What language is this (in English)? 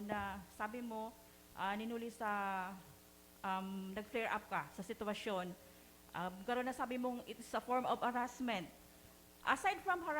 Bikol